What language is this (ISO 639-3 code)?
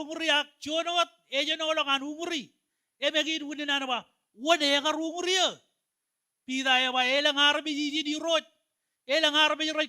mah